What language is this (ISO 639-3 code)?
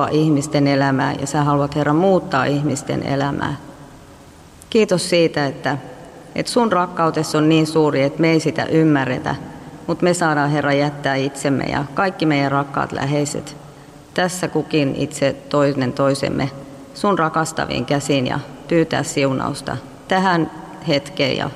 fin